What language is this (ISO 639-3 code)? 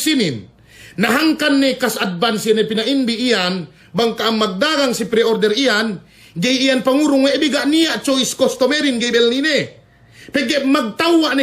yka